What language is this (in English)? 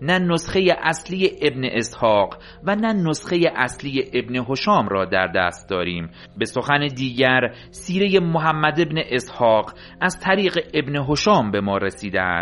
Persian